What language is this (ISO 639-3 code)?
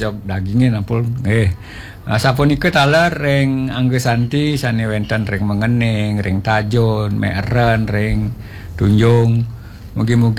ban